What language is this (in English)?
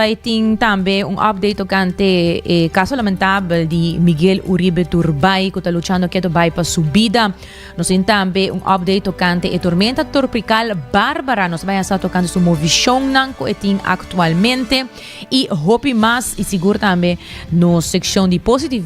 Papiamento